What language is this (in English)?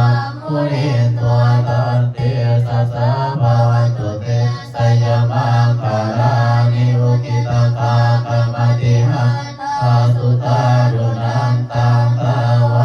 Pali